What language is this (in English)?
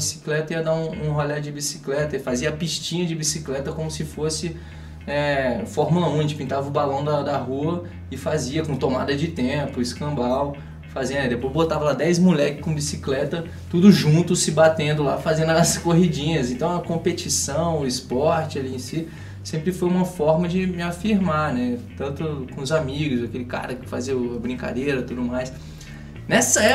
Portuguese